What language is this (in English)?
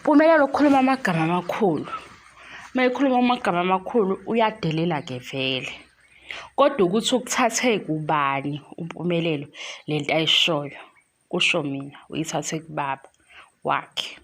Zulu